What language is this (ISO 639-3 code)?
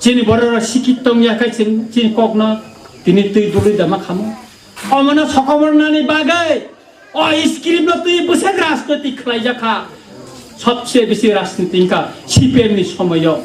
trp